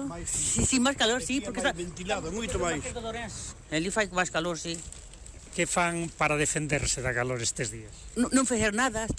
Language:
Galician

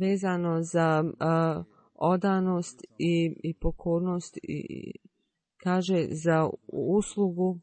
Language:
Bosnian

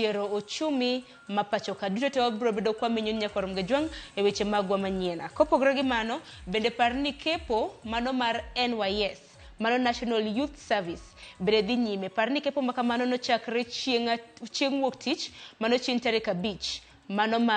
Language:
Luo (Kenya and Tanzania)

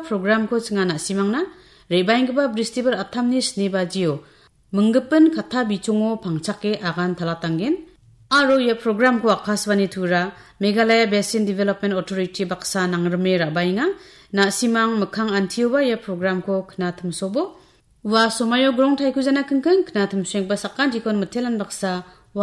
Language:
Garo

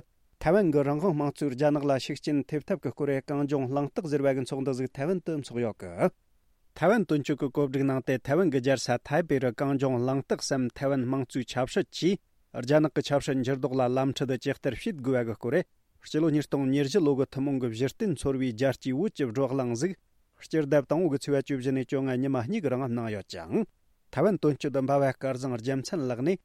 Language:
Tibetan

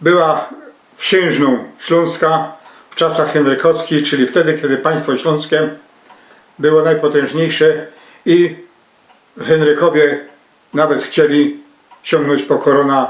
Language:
Silesian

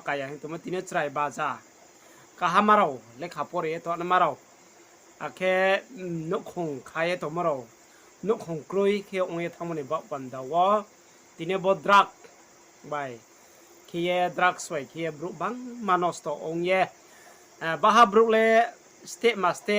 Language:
Riang (India)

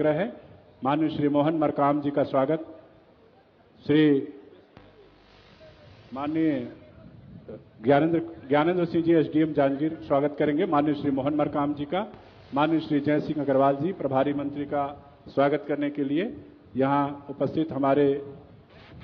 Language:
Hindi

